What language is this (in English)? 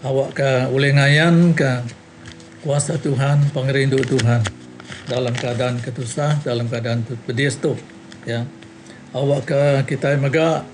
Iban